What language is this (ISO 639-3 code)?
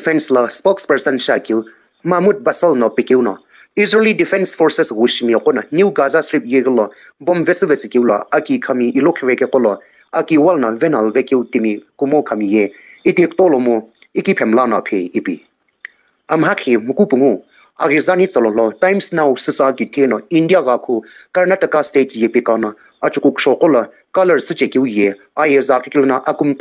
nsm